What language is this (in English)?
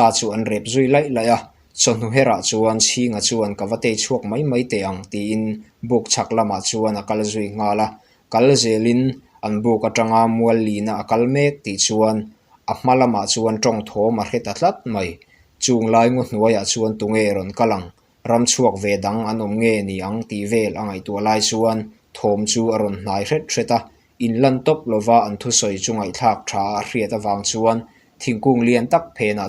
Mizo